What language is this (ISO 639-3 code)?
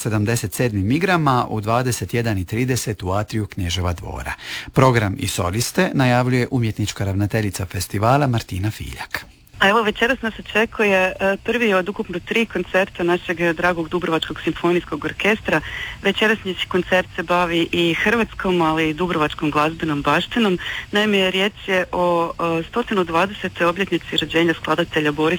hrv